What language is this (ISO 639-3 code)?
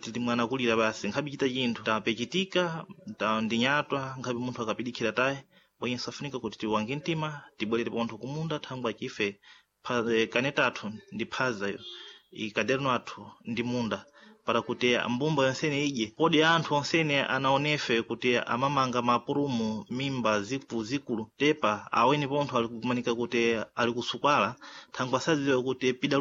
seh